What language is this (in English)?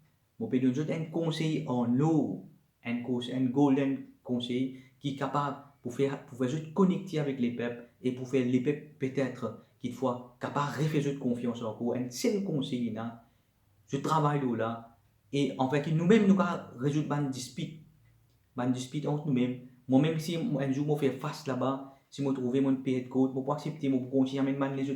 Morisyen